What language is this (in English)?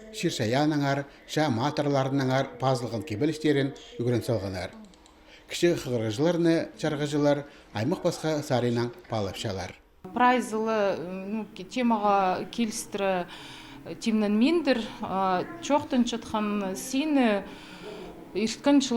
Khakas